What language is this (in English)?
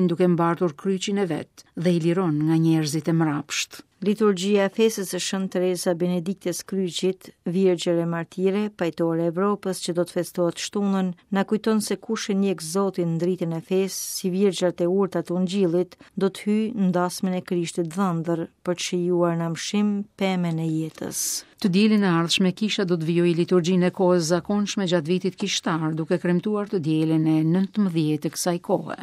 Albanian